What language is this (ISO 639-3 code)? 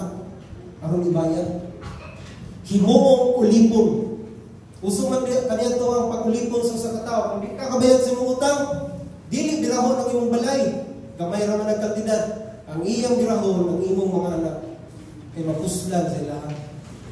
ceb